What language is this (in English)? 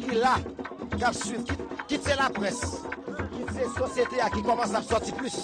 Haitian Creole